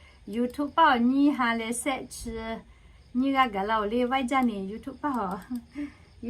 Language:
Lahu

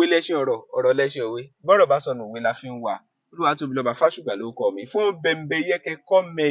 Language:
Yoruba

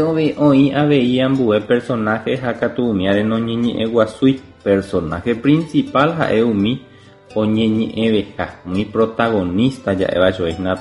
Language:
Guarani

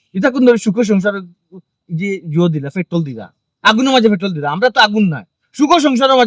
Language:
Sylheti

